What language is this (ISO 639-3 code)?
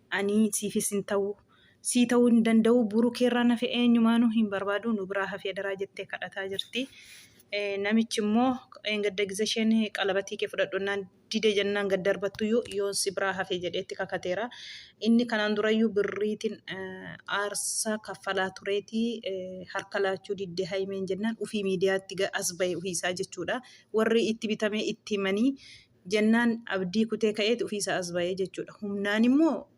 orm